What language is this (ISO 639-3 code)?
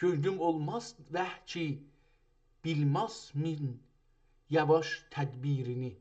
azb